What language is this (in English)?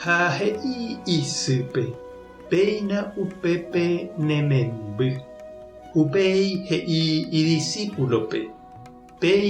Guarani